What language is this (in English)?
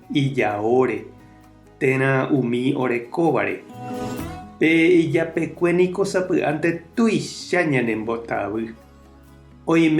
Guarani